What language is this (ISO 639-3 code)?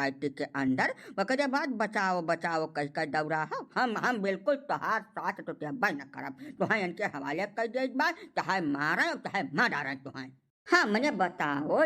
awa